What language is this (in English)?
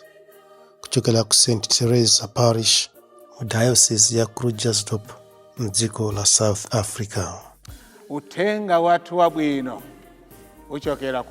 Nyanja